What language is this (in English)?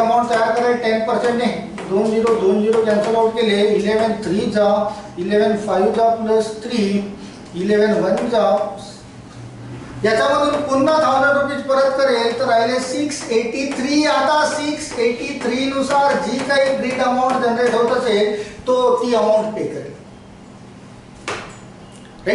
Marathi